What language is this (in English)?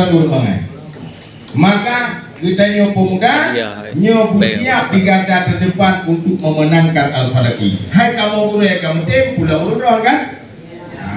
Achinese